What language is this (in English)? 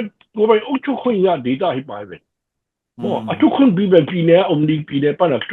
Tedim Chin